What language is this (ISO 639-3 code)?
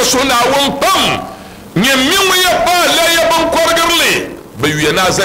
dag